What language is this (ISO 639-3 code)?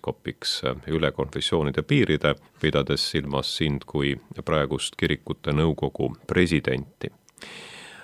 est